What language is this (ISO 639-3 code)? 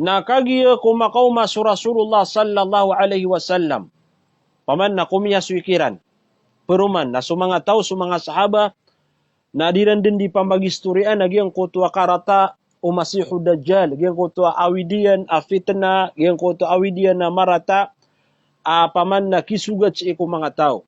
mrw